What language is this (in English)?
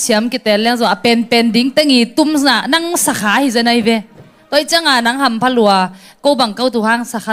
Tedim Chin